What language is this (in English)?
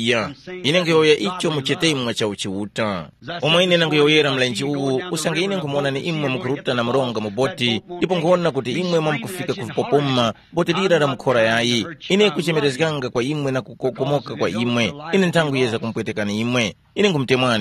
Tumbuka